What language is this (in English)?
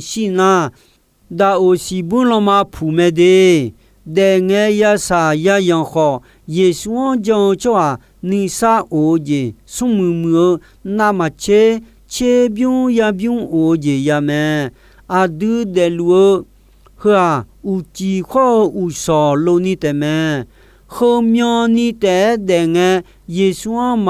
Akha